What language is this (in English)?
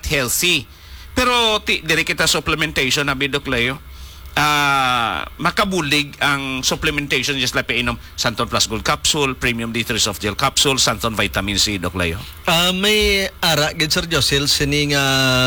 Hiligaynon